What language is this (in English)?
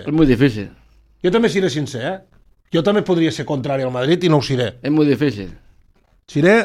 Catalan